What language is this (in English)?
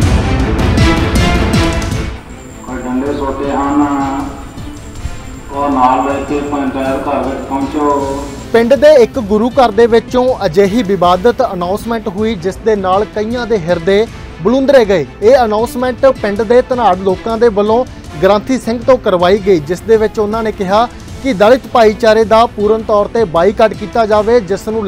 Punjabi